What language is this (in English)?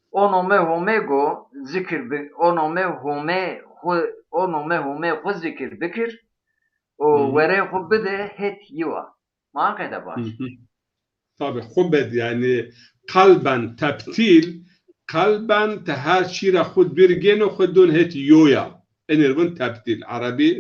Zaza